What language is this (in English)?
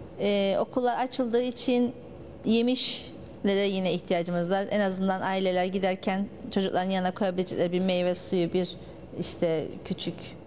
Turkish